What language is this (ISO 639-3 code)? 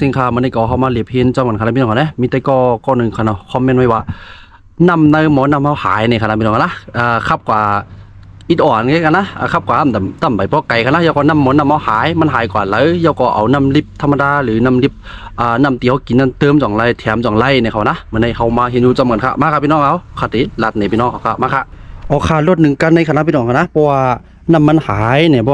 shn